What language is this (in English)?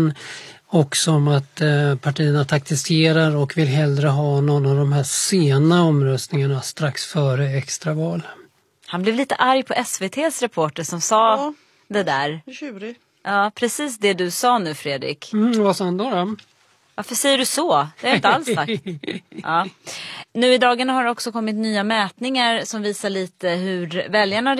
Swedish